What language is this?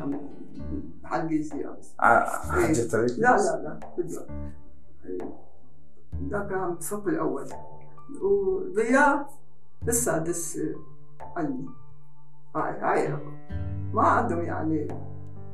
Mesopotamian Arabic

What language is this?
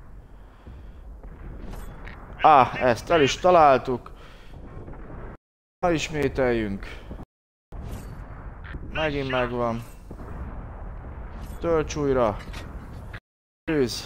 Hungarian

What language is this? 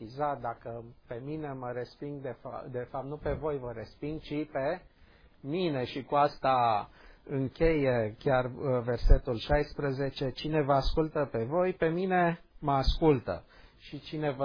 Romanian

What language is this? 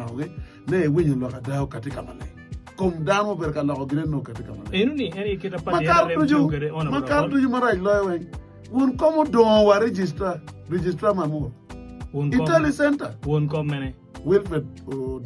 Acoli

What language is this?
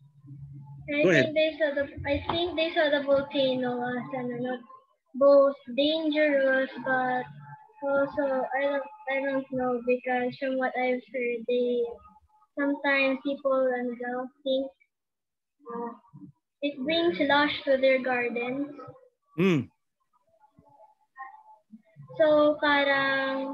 Filipino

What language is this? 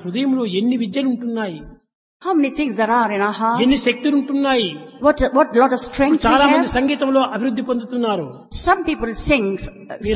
Telugu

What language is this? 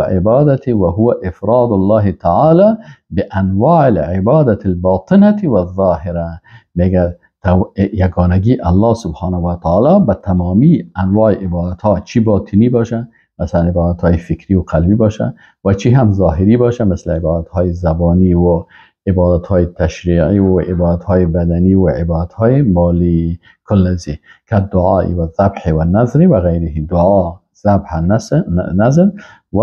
Persian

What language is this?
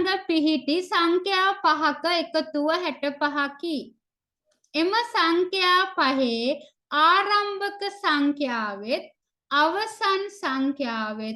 Sinhala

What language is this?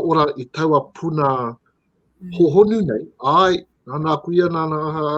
Māori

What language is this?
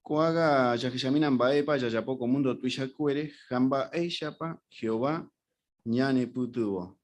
Guarani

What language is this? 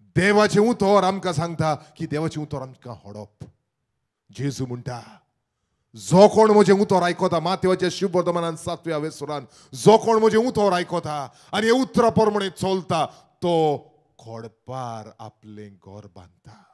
Konkani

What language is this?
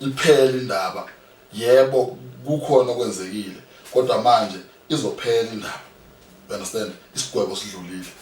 Zulu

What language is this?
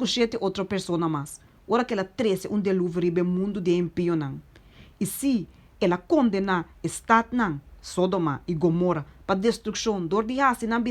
Papiamento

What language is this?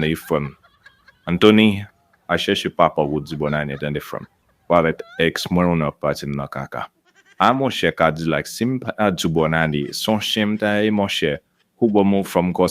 Haitian Creole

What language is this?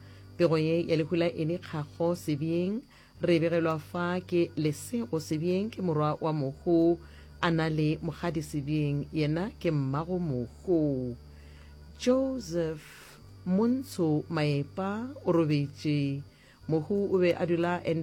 Northern Sotho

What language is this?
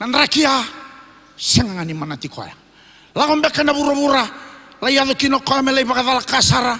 Fijian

